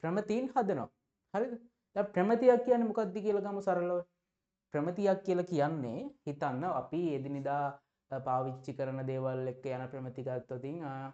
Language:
Sinhala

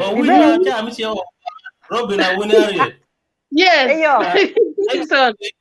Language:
Acoli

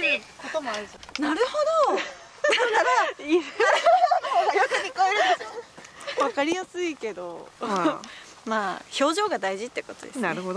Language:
Japanese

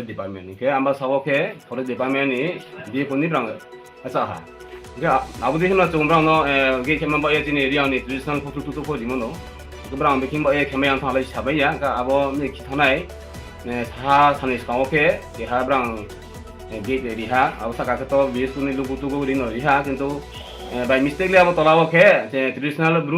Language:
Riang (India)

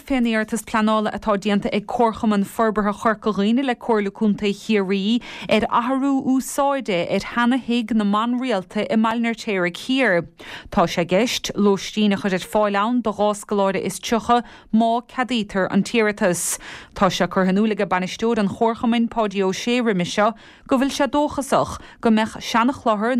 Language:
Irish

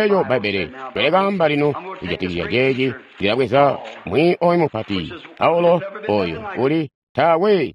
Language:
Tonga (Zambia)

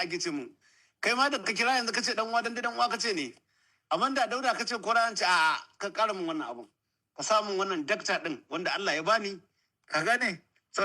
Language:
Hausa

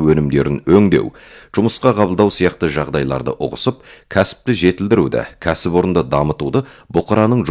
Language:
Kazakh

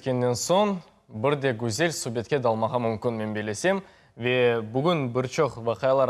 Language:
Crimean Tatar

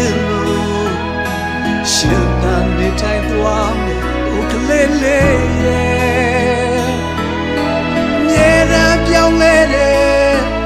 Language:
Burmese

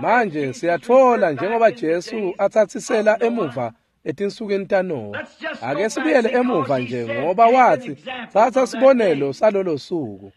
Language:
Swati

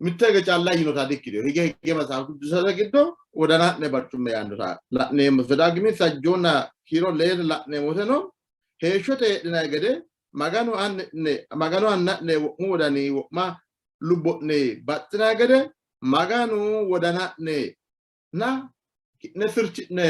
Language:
Sidamo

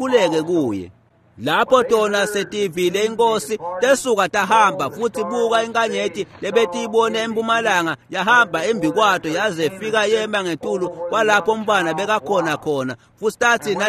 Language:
Swati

